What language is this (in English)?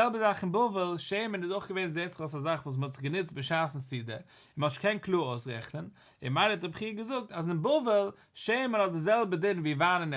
Yiddish